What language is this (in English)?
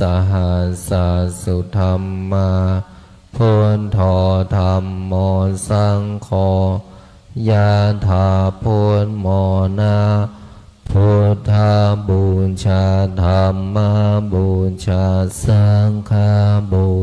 Pali